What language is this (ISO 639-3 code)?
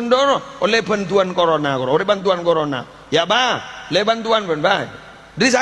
mad